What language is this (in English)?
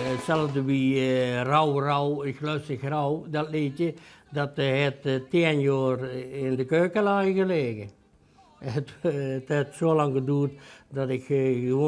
Limburgish